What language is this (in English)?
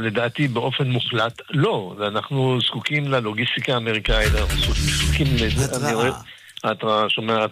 Hebrew